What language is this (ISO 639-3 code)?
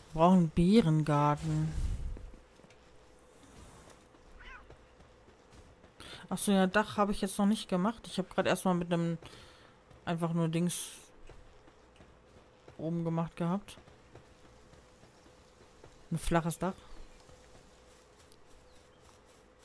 deu